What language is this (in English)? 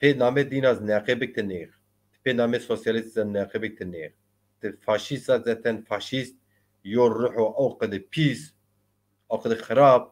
Zaza